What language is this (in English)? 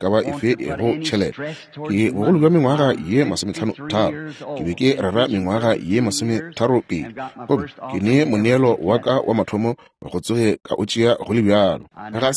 Northern Sotho